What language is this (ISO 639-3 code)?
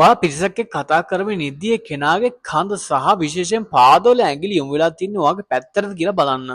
sin